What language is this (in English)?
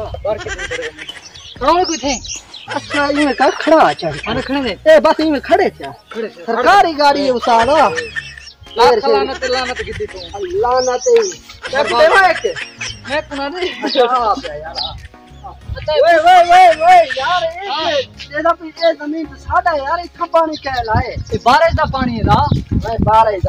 Saraiki